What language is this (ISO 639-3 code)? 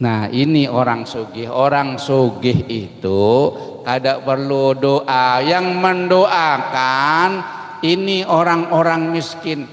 bjn